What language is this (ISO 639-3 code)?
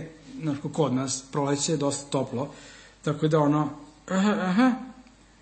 srp